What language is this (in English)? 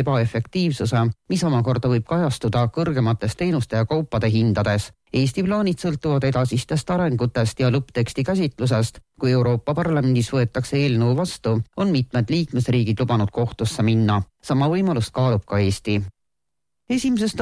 Estonian